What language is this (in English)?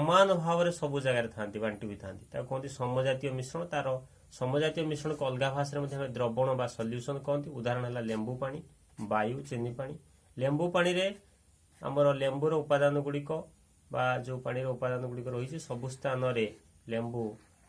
Odia